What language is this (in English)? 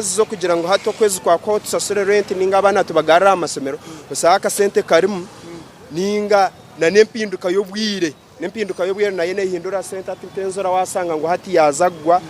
Nyankole